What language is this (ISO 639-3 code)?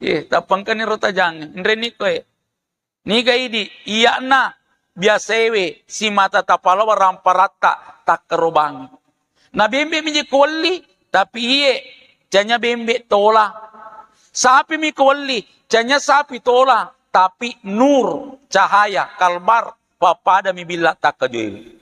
bug